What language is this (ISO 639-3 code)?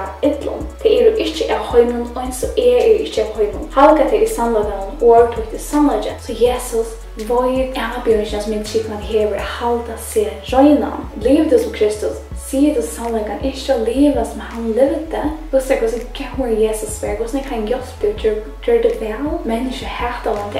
fao